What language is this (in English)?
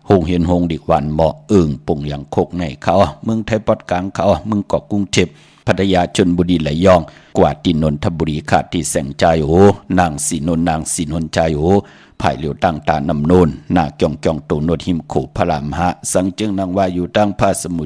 Shan